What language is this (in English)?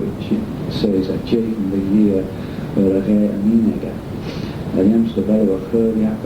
Manx